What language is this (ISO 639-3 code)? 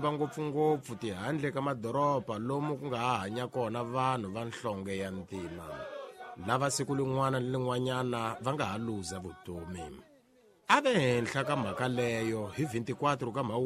tso